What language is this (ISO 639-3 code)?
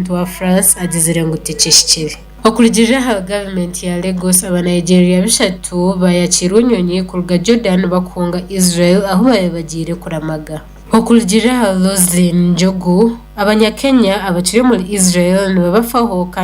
nyn